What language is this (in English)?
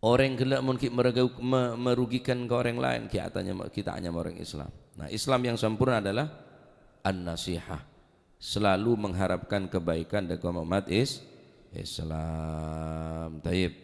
Madurese